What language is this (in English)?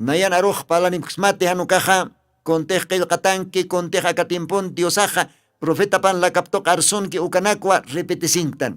Aymara